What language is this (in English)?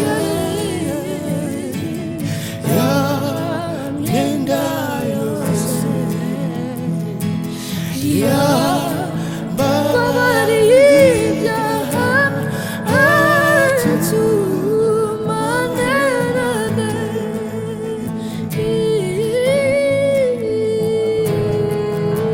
Kinyarwanda